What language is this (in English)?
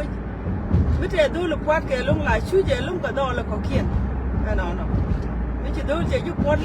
Nuer